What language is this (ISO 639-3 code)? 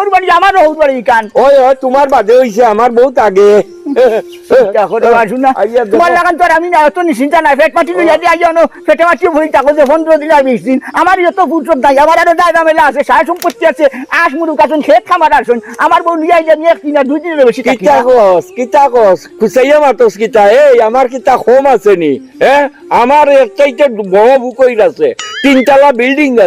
syl